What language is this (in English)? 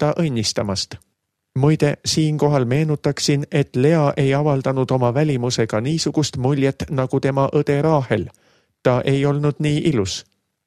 Estonian